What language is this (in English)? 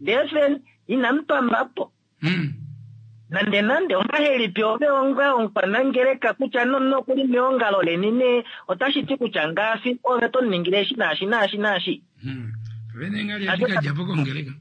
Kuanyama